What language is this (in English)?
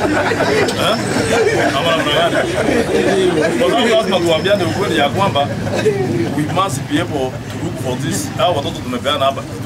Swahili